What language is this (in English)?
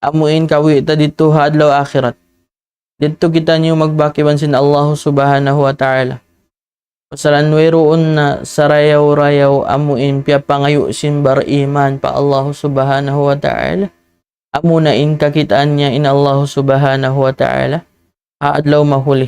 Tausug